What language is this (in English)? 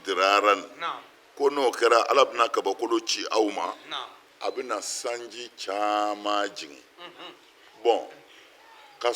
Bambara